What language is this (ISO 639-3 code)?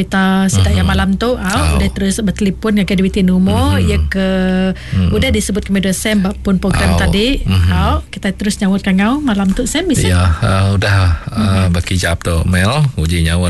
iba